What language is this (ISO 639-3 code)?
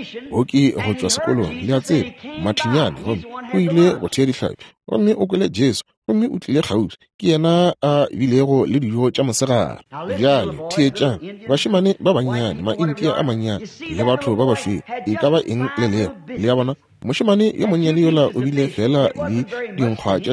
nso